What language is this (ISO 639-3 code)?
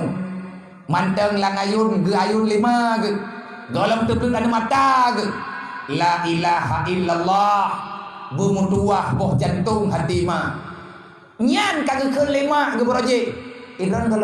ace